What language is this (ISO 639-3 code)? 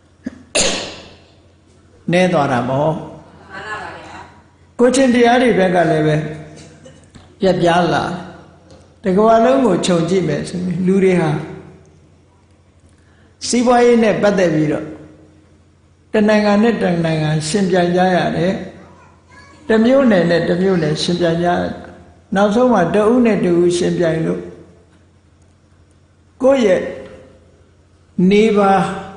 mya